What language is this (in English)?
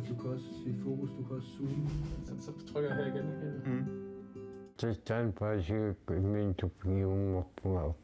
Kalaallisut